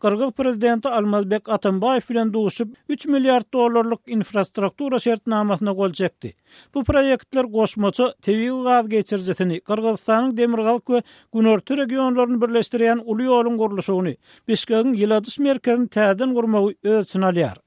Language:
Turkmen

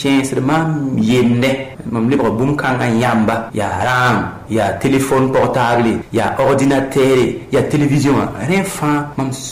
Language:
Mossi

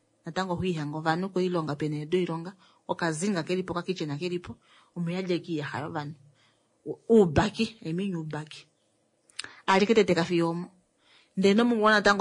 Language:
Kuanyama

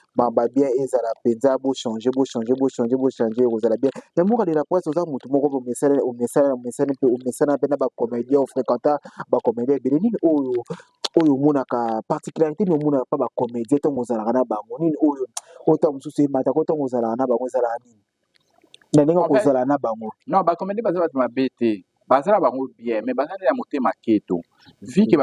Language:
Lingala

